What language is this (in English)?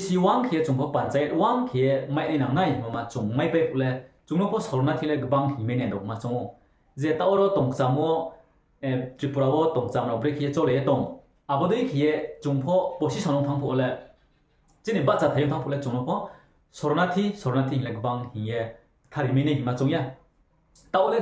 Riang (India)